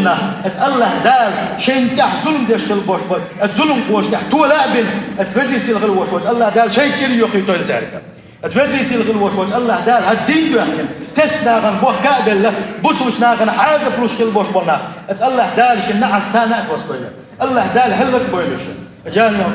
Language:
Chechen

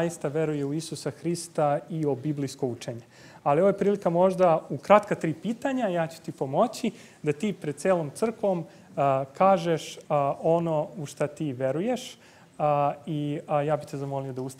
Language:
Serbian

